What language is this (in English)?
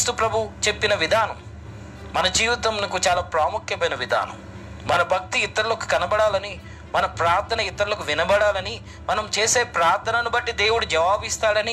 Telugu